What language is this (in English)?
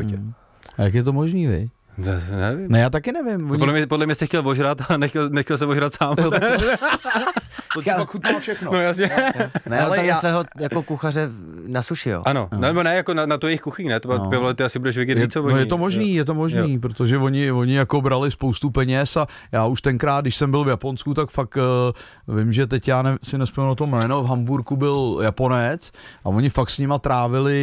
Czech